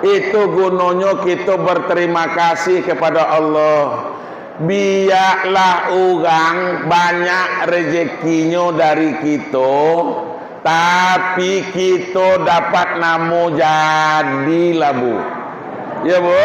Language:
Minangkabau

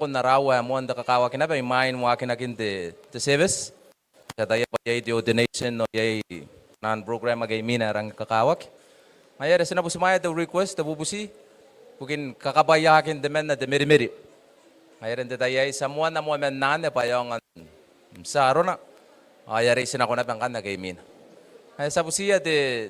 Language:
Gilbertese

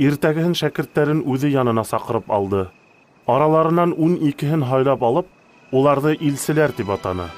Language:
Bashkir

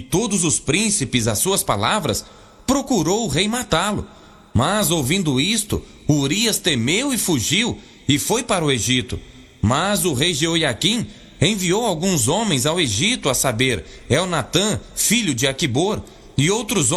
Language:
Portuguese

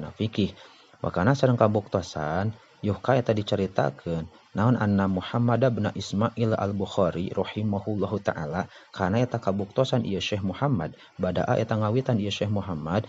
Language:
Sundanese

